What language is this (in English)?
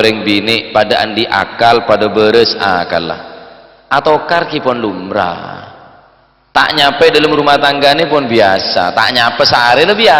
Madurese